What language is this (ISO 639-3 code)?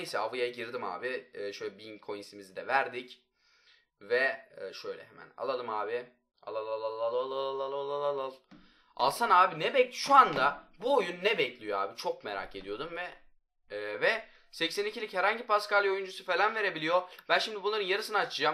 tur